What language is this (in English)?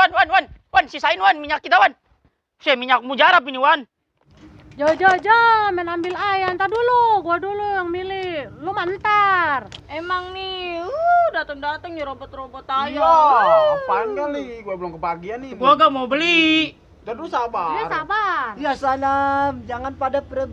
Betawi